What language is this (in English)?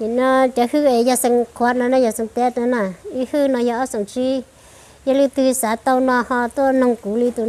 Hmong